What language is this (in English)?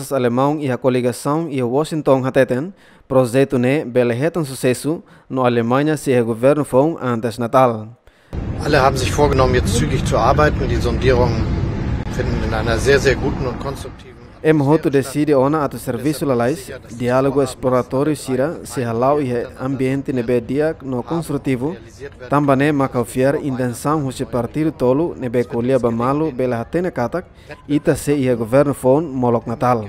Tetum